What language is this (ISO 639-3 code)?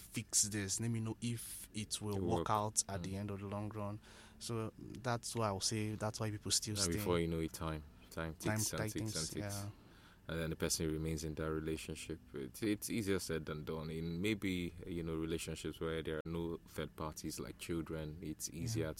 eng